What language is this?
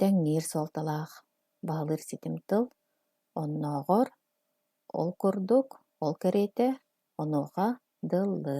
Yakut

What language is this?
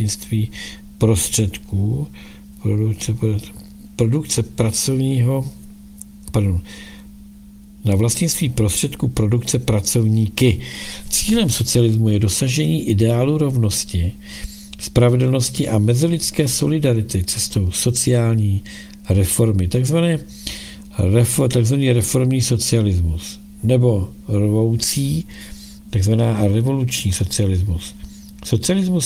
Czech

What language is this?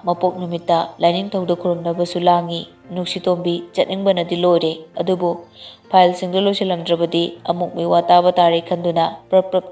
Manipuri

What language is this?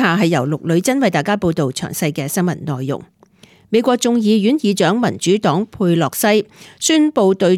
Cantonese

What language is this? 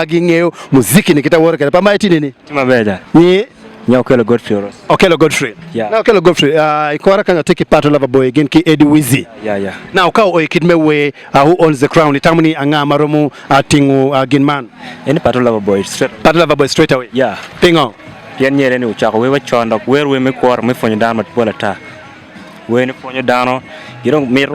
Acoli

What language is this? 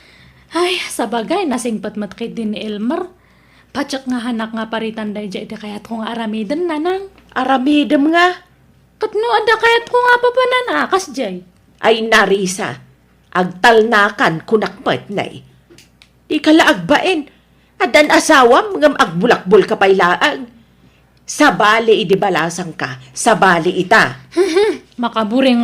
Iloko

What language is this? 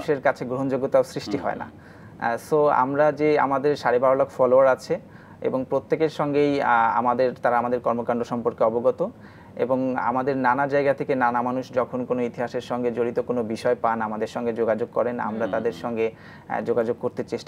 Bangla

